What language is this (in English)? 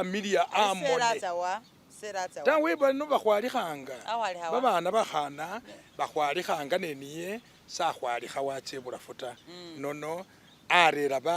Masaaba